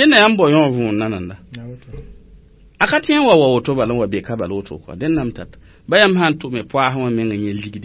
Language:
Mossi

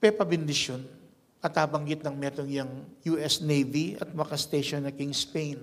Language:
Pampanga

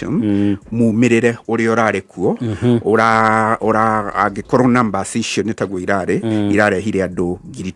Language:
Kikuyu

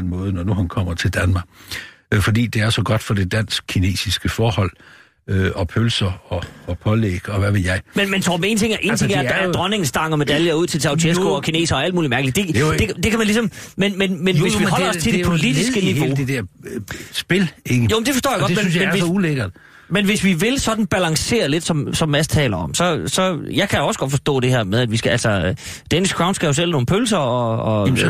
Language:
Danish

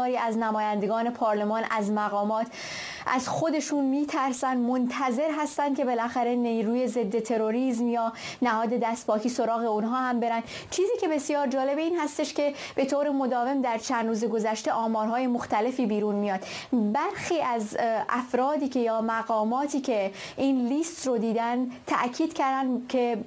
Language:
Persian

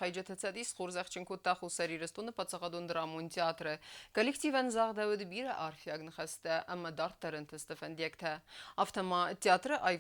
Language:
Ossetic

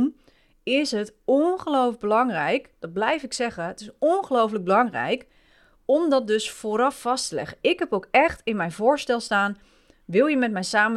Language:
Dutch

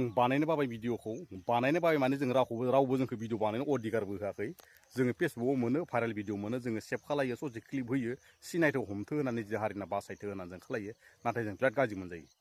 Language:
Bodo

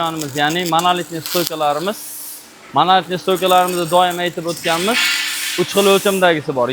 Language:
Uzbek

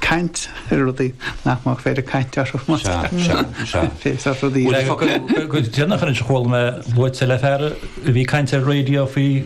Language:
Irish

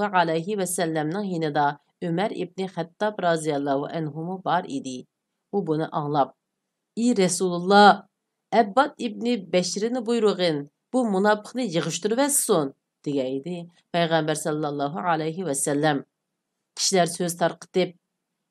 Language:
Uyghur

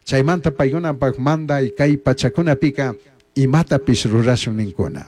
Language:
Chimborazo Highland Quichua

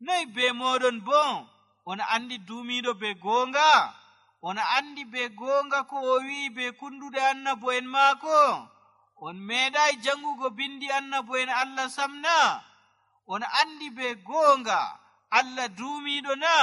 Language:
Nigerian Fulfulde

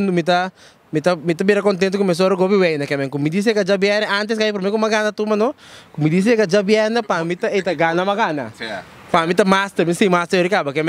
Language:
Papiamento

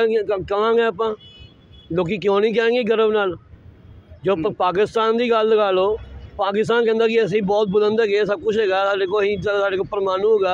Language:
Punjabi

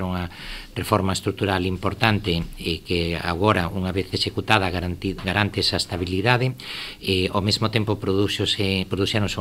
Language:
Galician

